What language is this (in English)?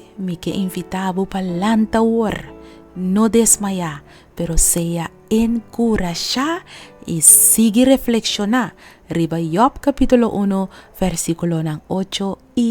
Papiamento